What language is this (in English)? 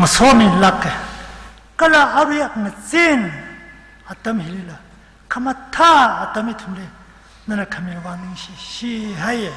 Tangkhul Naga (India)